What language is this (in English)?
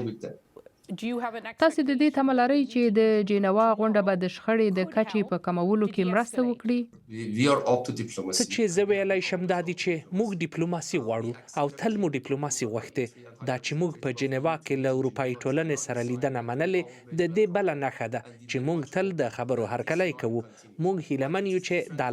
Pashto